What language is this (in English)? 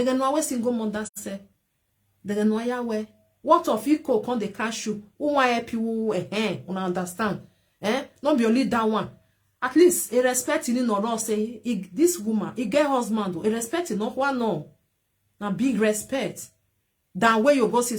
Nigerian Pidgin